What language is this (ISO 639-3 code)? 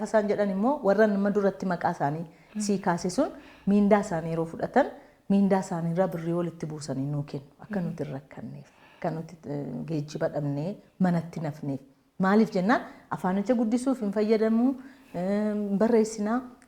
orm